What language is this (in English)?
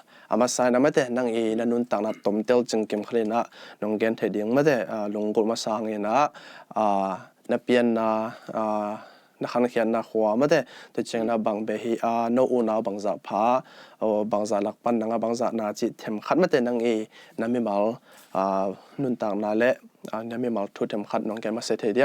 Tedim Chin